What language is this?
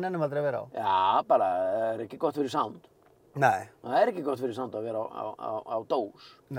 Icelandic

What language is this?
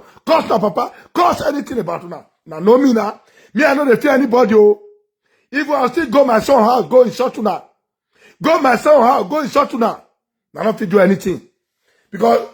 Nigerian Pidgin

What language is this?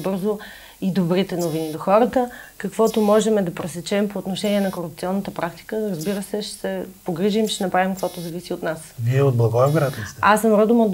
Bulgarian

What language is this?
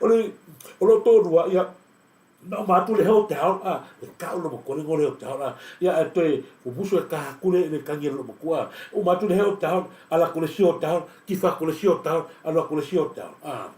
Samoan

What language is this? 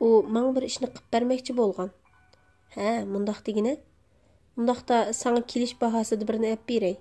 Uyghur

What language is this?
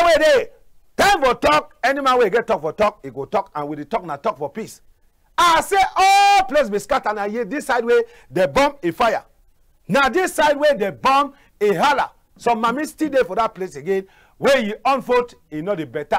Cameroon Pidgin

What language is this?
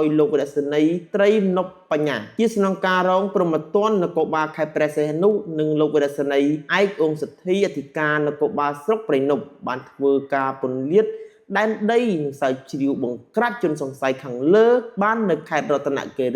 Khmer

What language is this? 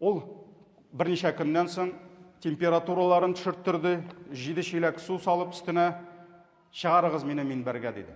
Tatar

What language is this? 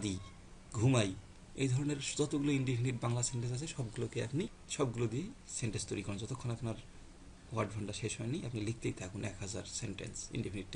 Bangla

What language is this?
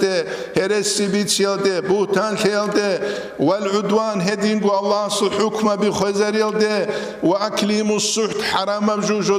Avaric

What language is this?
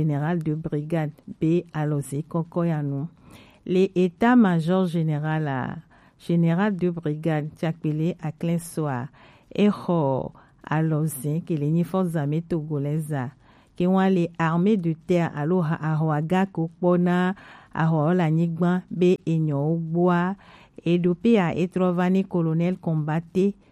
Gen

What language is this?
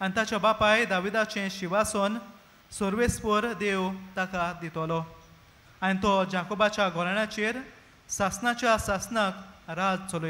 Konkani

